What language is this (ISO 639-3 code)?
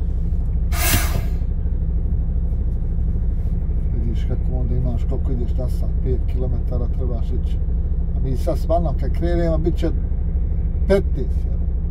bos